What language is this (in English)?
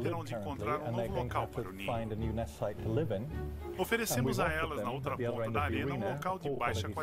Portuguese